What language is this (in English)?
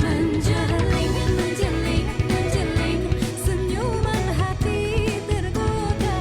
Musi